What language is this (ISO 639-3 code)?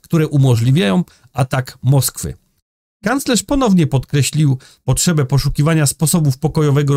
pol